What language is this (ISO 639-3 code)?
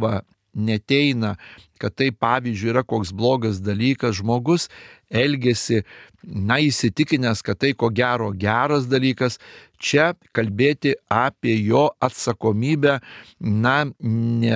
lit